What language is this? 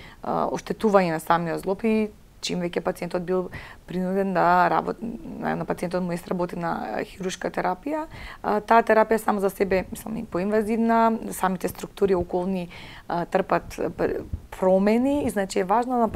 Macedonian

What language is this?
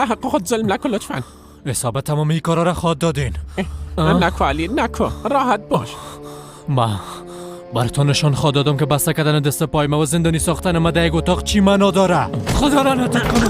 Persian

